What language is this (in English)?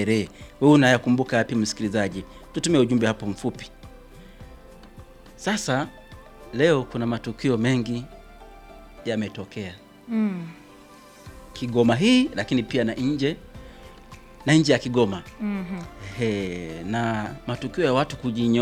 Swahili